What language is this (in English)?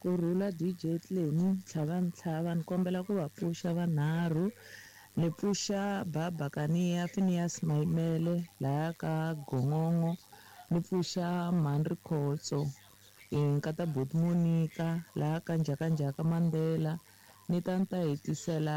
Tsonga